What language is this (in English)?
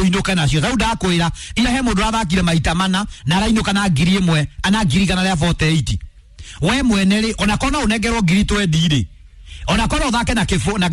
Kikuyu